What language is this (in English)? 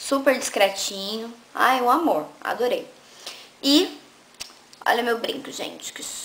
Portuguese